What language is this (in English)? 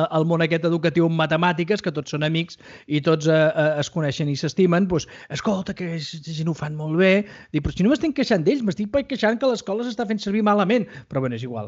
Catalan